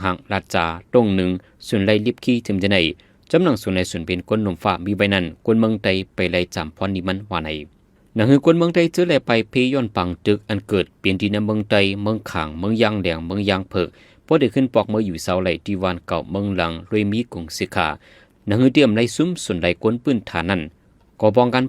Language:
Shan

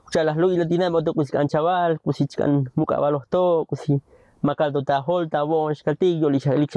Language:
Tzotzil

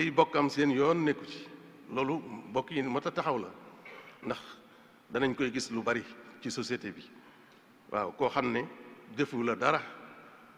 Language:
Wolof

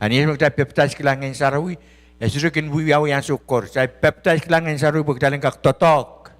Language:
Pohnpeian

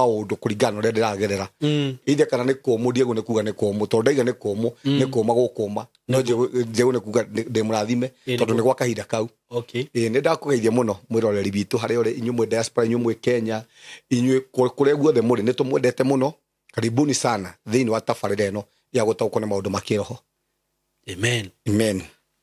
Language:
Kikuyu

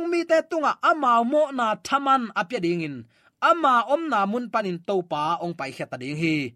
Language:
Tedim Chin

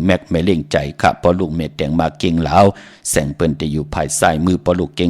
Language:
Shan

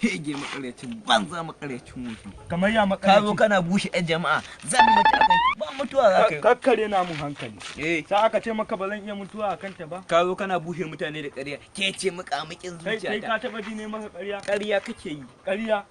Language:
Hausa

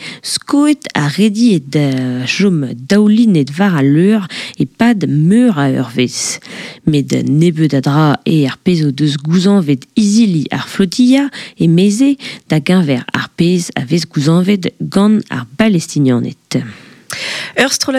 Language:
Breton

